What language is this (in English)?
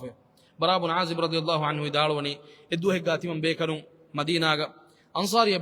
Divehi